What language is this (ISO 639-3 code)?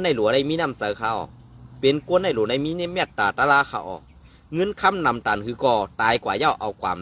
shn